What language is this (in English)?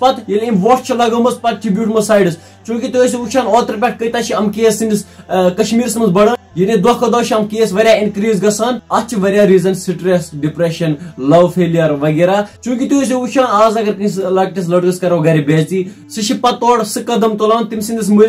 Kashmiri